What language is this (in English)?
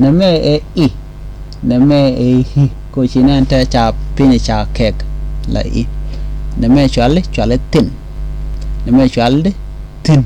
Nuer